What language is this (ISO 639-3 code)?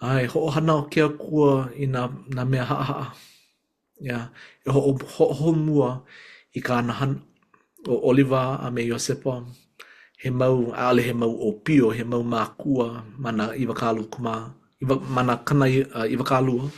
haw